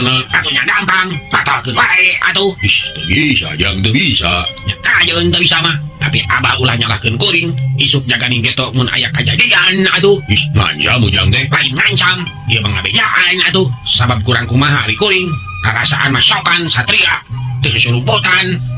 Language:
Sundanese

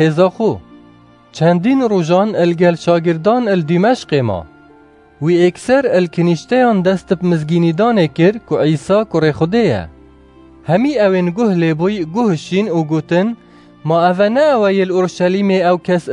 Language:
Kurdish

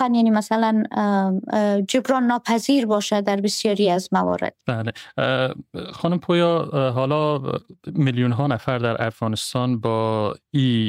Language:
Persian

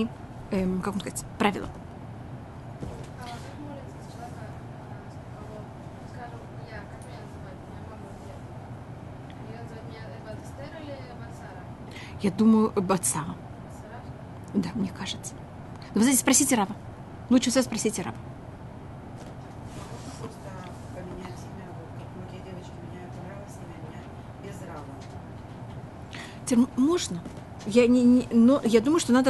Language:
Russian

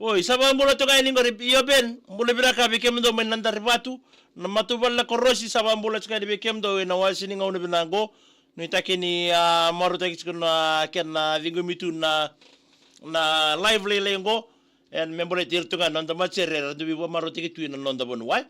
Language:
Fijian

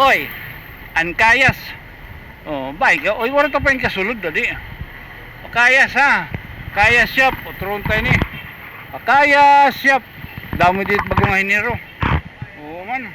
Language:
Waray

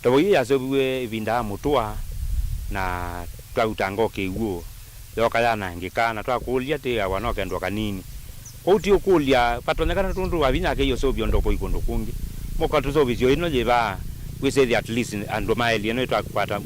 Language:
Kamba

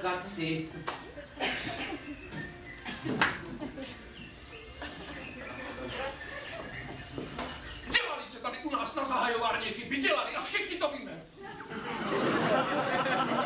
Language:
Czech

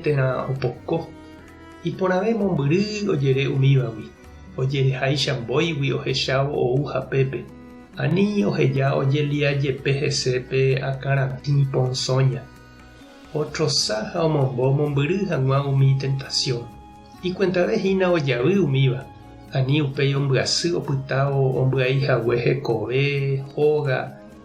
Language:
Guarani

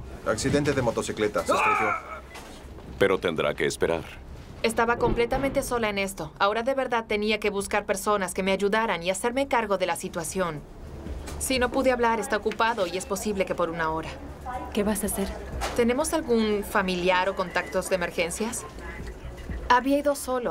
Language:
Spanish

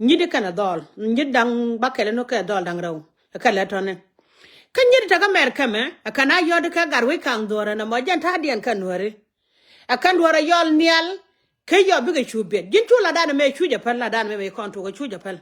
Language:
Nuer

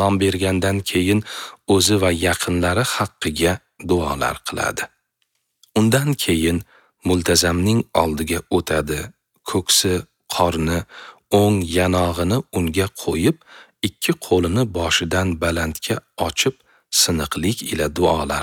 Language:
Uzbek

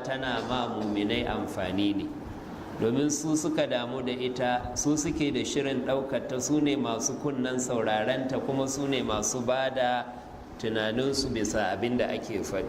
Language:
Hausa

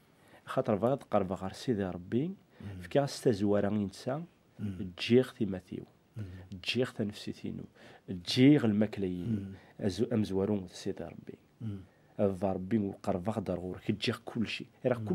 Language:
Kabyle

